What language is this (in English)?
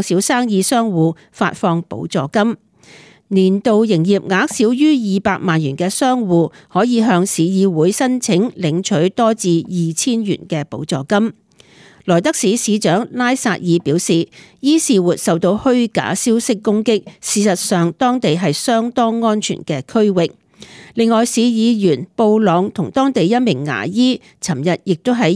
Cantonese